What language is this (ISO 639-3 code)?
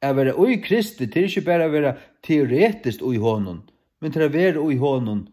fao